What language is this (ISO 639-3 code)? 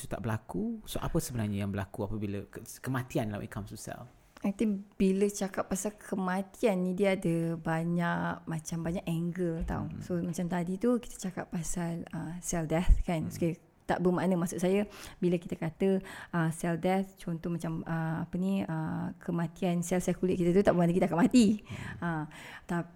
msa